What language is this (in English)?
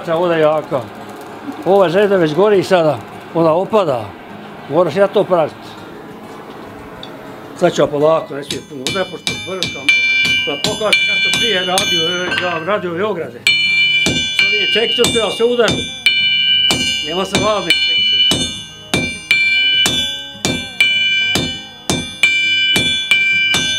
Bosnian